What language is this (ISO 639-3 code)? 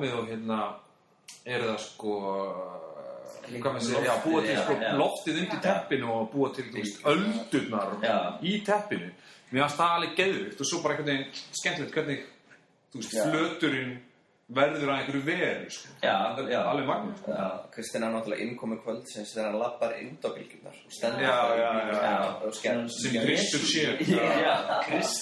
isl